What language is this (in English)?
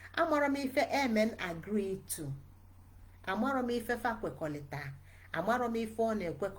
Igbo